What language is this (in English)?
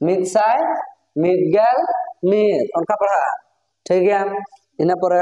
Santali